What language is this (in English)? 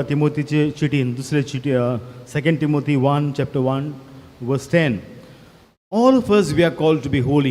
Konkani